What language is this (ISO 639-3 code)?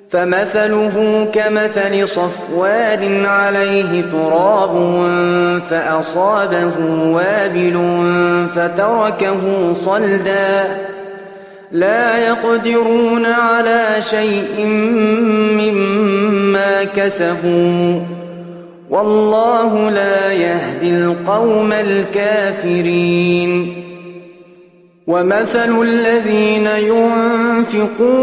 ara